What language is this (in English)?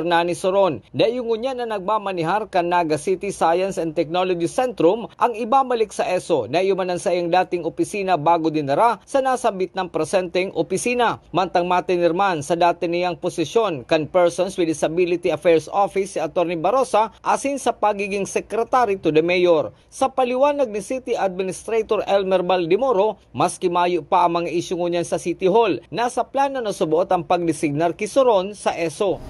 Bikol